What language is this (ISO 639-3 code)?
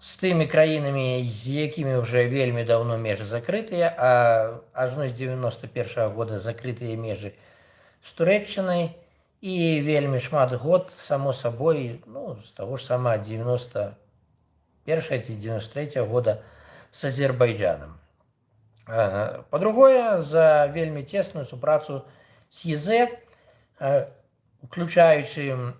bel